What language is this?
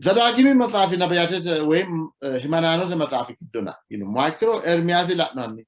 Sidamo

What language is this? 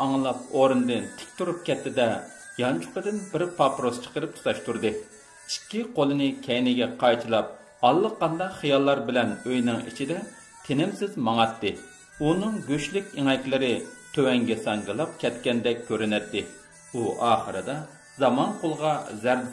Uyghur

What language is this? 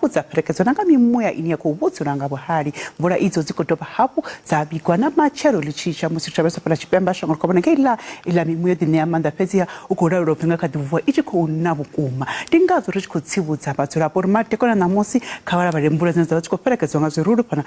Venda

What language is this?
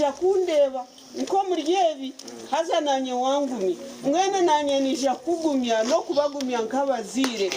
Nyankole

